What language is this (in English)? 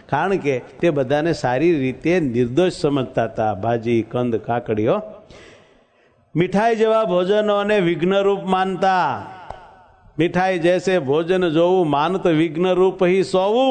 Gujarati